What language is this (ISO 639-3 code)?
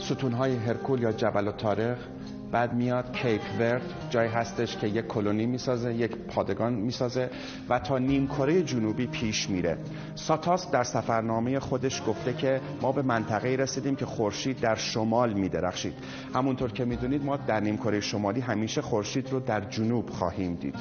tgk